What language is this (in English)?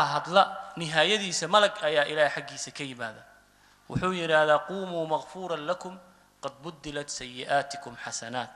Somali